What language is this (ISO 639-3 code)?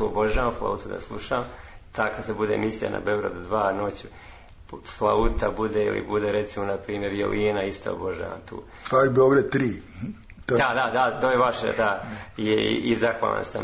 srp